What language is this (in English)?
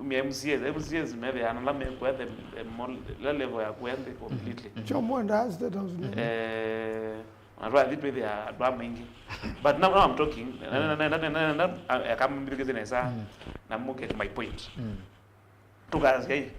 Kamba